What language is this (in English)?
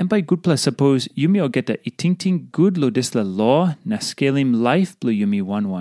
Tok Pisin